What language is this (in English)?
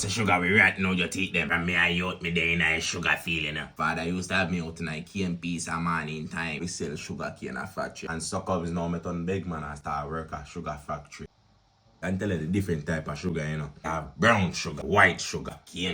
Jamaican Creole English